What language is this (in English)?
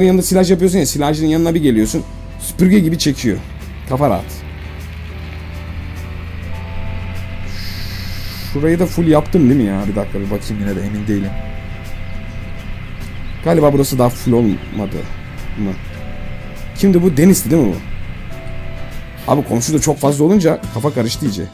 Turkish